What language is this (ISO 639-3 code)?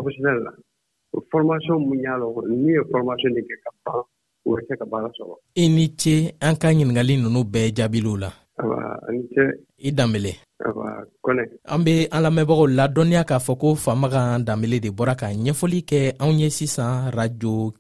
bam